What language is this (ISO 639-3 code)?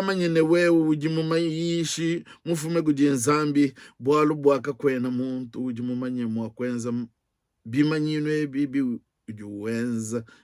lua